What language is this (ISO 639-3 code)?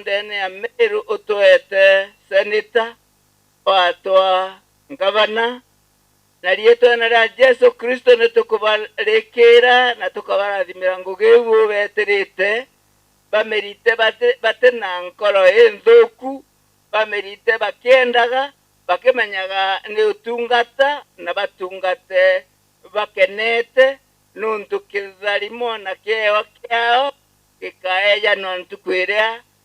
mer